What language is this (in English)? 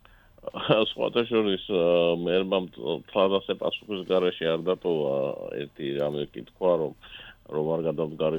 Georgian